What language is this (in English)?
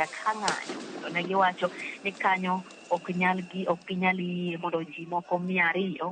Luo (Kenya and Tanzania)